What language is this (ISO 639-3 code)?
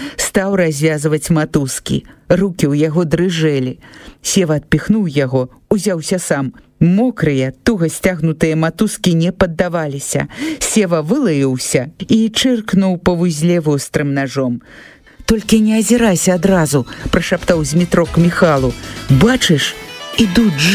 bel